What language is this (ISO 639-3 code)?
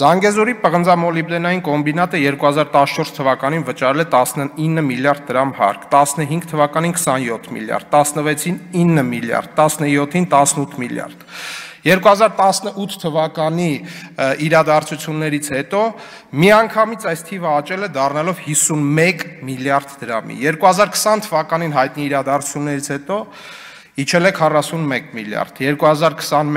hye